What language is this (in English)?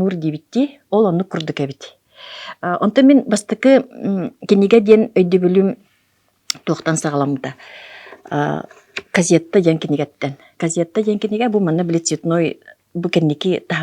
Yakut